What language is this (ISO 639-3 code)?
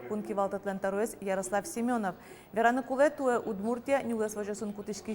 udm